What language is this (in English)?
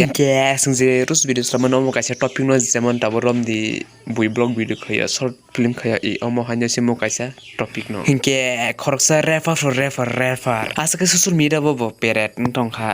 Kok Borok